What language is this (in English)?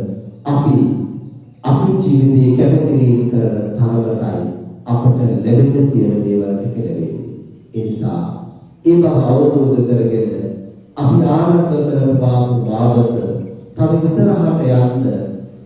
Sinhala